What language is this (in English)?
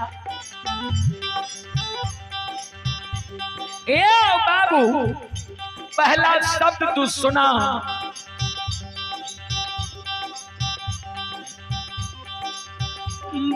Bhojpuri